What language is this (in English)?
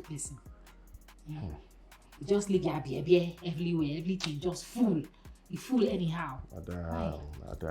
Nigerian Pidgin